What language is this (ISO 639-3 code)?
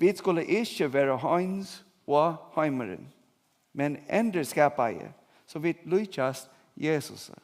fao